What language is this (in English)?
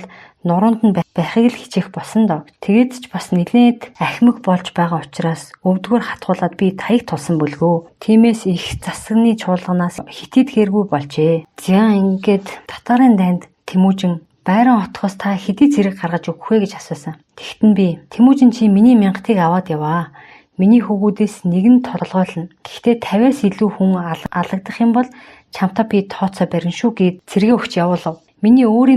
Mongolian